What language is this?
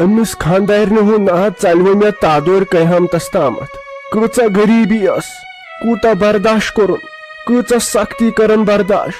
Kashmiri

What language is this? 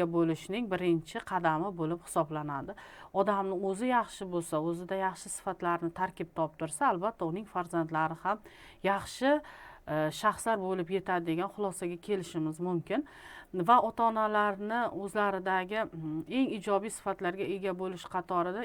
Uzbek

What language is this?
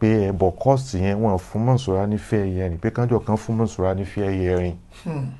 Yoruba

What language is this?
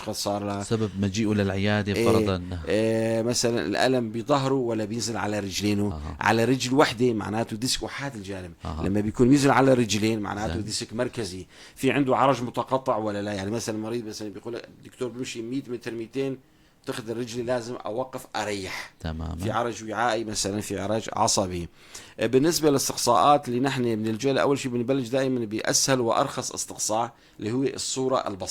North Levantine Arabic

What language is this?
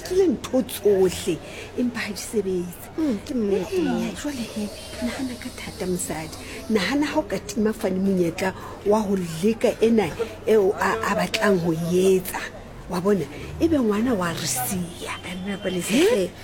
Southern Sotho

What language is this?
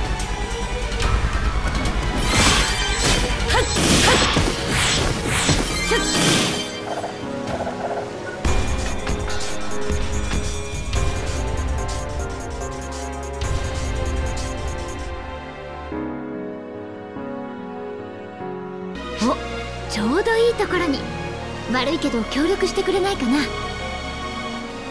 Japanese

